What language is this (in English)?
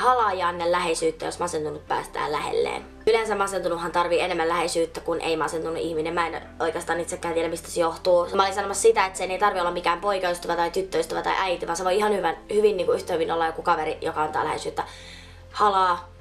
Finnish